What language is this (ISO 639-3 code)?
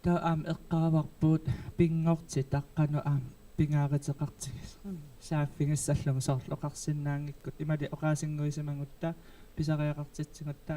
kal